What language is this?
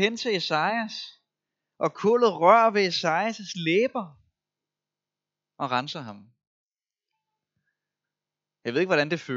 Danish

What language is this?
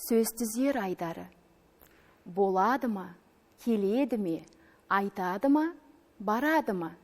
Kazakh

